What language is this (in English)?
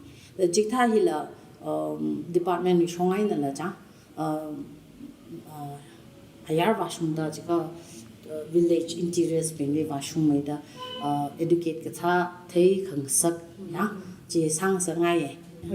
Tangkhul Naga (India)